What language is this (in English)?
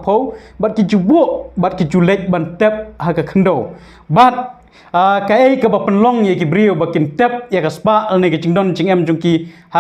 Khasi